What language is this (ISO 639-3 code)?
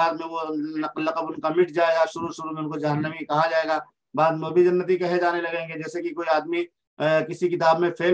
urd